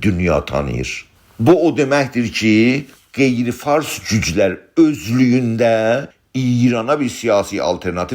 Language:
South Azerbaijani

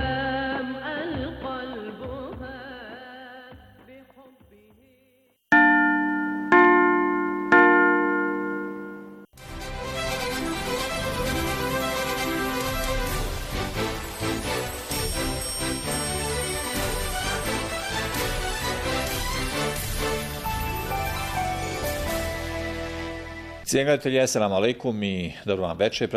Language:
Bosnian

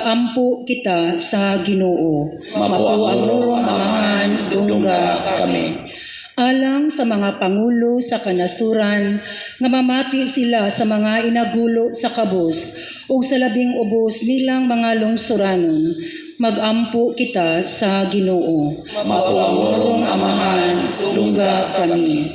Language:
Cebuano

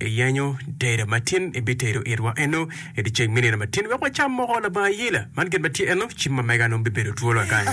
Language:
Acoli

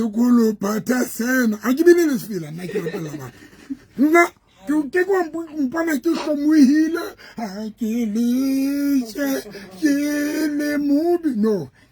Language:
Southern Sotho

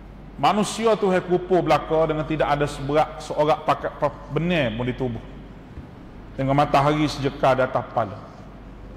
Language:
Malay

